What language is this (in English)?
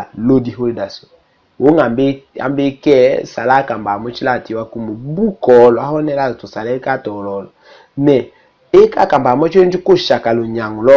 Tetela